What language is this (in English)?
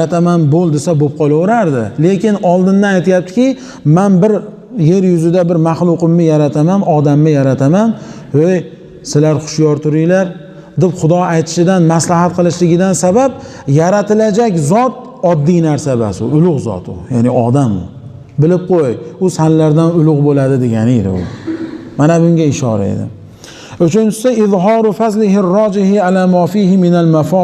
Uzbek